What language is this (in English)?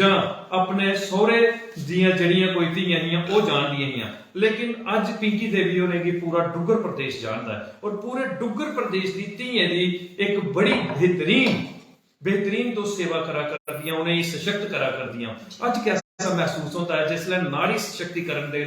Dogri